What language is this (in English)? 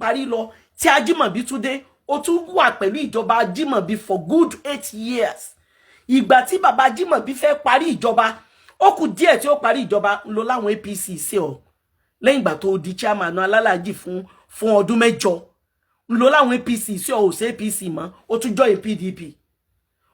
Yoruba